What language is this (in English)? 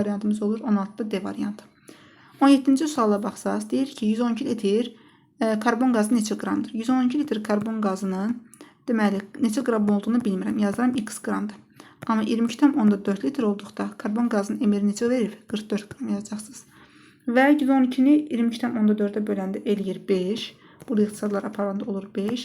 Azerbaijani